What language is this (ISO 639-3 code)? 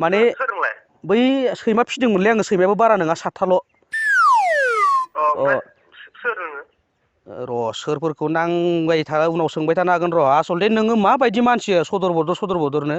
brx